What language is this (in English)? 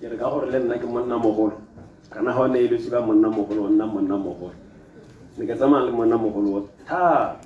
Tswana